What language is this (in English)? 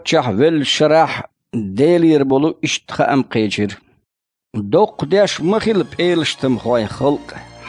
Chechen